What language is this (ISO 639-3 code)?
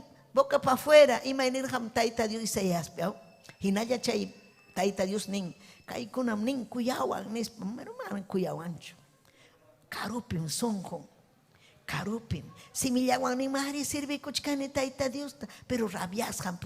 quy